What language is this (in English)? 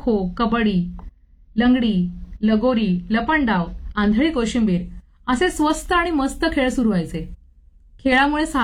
Marathi